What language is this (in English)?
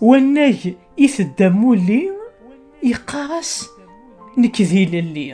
Kabyle